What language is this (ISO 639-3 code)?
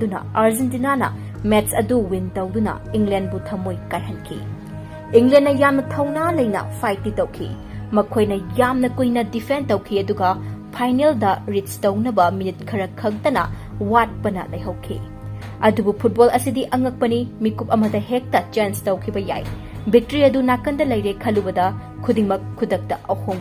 mni